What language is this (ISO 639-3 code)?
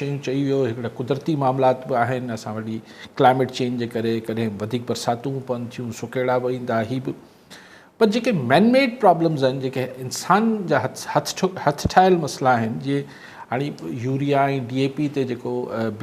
snd